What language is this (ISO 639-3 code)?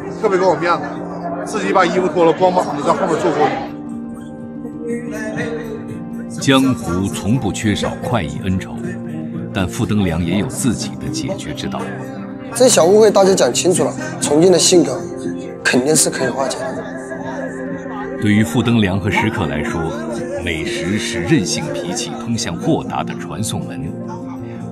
zho